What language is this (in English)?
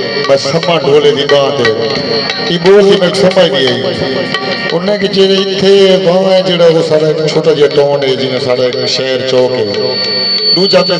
Saraiki